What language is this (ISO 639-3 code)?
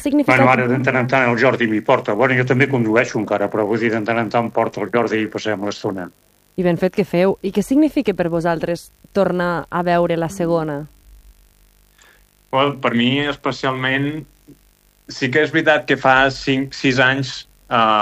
cat